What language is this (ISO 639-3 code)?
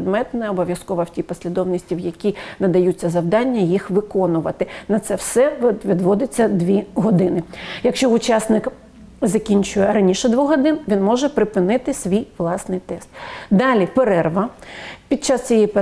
ukr